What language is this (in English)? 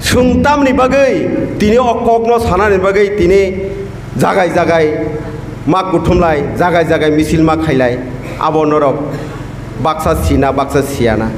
Kok Borok